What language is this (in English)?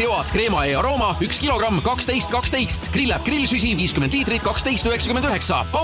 Estonian